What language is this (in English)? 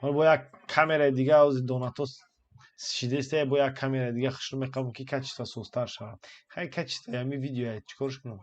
Tajik